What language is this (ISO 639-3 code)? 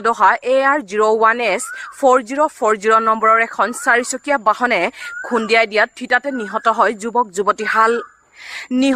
asm